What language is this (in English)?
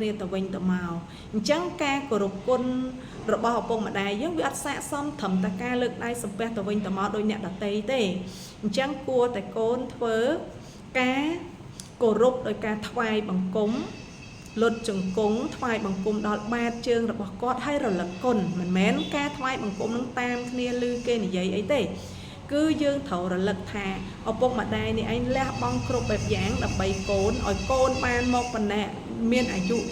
Khmer